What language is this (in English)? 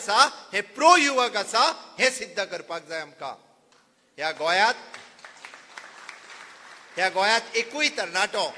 Konkani